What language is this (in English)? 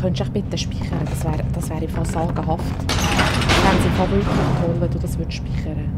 Swiss German